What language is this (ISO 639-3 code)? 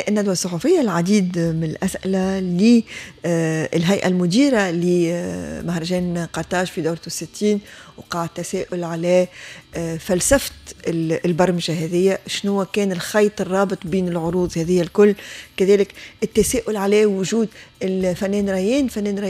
aeb